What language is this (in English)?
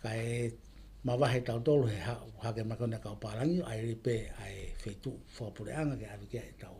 Tongan